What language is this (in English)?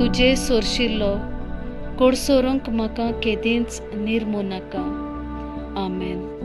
Konkani